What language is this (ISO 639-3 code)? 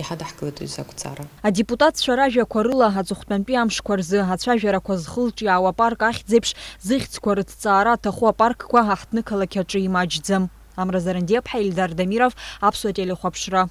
abk